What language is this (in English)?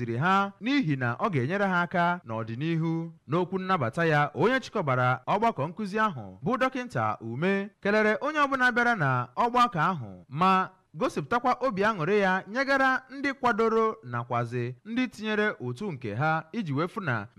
Igbo